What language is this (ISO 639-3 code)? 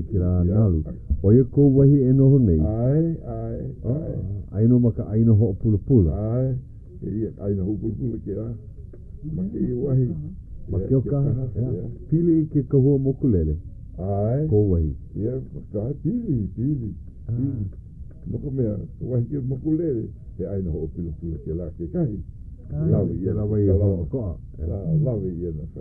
haw